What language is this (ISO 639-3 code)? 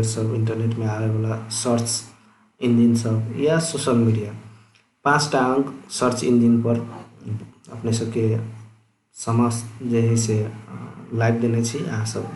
mai